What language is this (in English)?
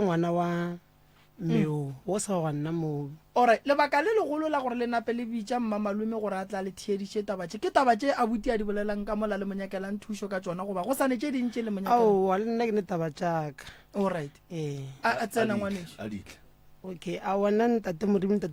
Northern Sotho